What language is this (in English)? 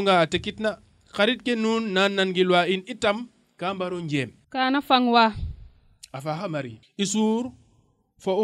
Serer